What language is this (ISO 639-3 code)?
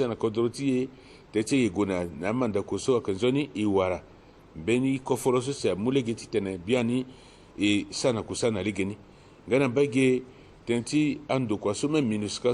sag